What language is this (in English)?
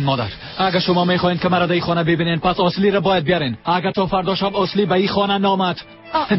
Persian